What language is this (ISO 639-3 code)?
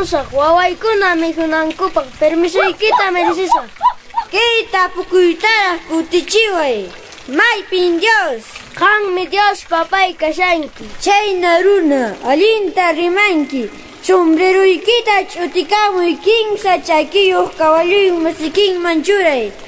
que